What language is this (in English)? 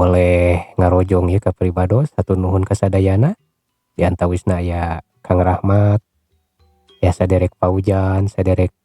Sundanese